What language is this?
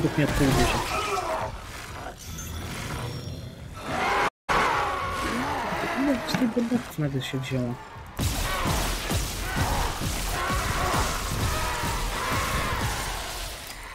Polish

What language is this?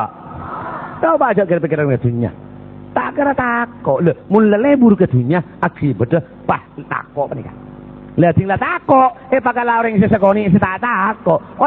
Madurese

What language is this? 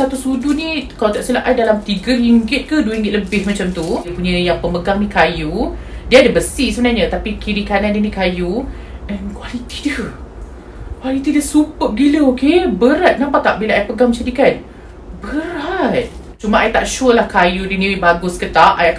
Malay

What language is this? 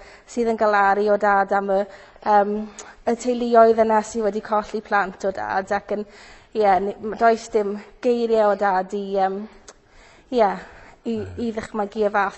Welsh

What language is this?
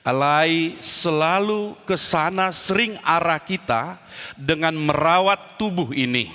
Batak Toba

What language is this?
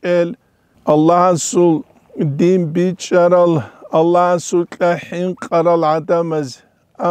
Avaric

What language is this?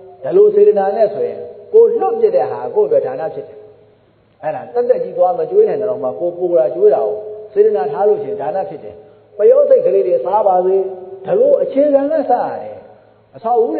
Burmese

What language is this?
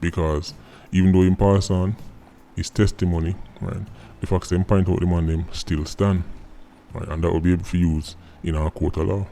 Jamaican Creole English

